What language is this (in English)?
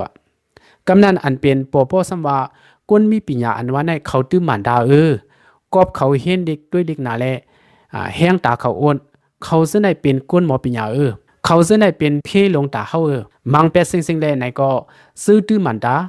Shan